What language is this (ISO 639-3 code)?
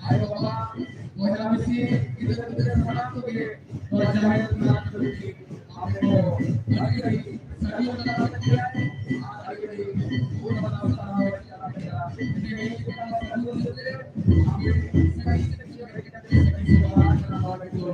sat